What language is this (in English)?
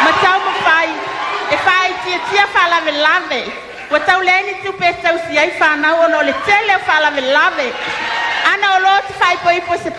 Samoan